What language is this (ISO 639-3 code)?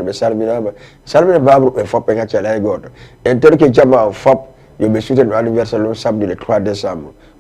ful